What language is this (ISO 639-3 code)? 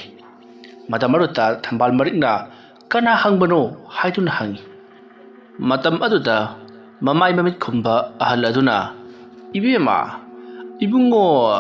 mni